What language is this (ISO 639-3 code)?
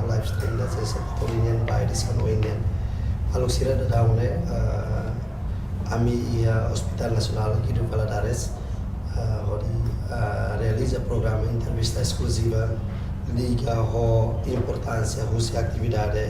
tet